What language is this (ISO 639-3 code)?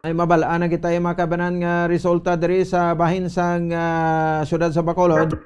hil